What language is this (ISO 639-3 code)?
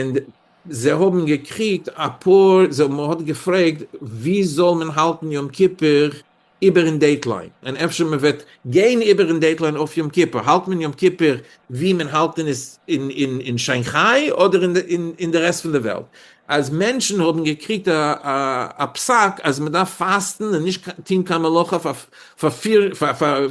yid